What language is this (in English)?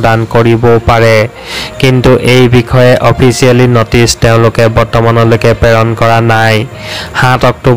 Assamese